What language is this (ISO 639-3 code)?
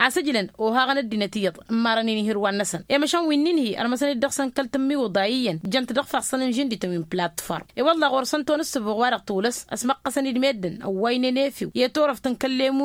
taq